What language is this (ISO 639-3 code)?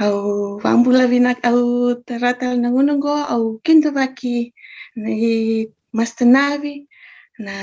fij